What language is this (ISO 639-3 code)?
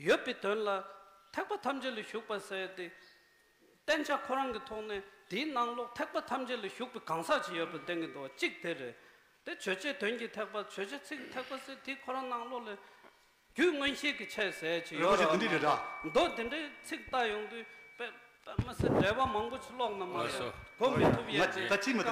bod